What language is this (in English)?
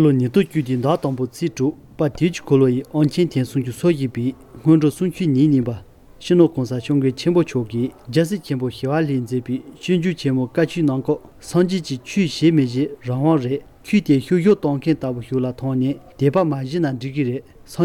Tibetan